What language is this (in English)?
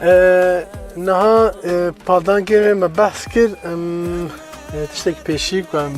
Kurdish